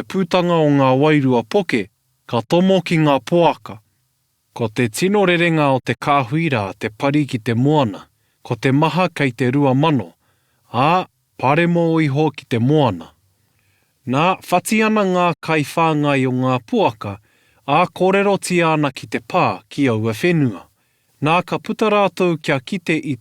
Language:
Māori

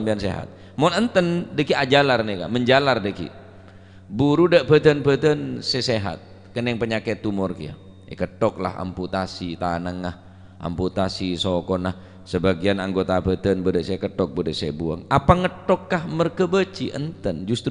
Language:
Madurese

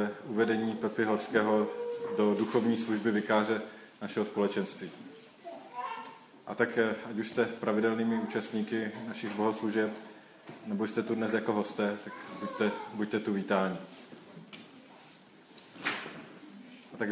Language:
Czech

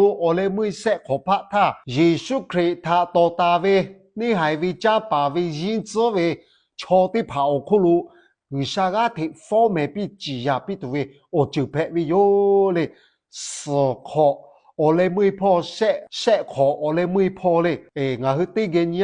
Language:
Lahu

